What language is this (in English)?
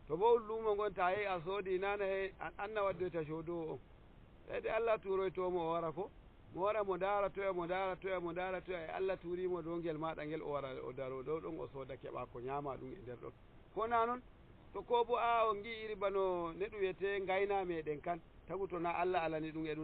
Nigerian Fulfulde